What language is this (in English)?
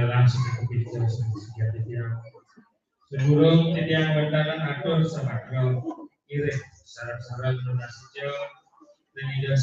Balinese